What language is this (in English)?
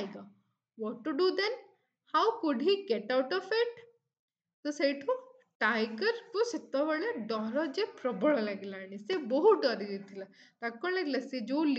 Odia